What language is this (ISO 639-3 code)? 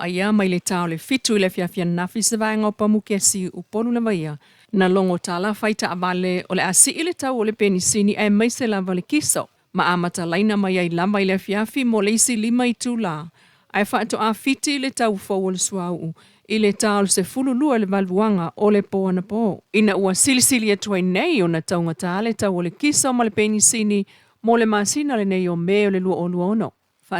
smo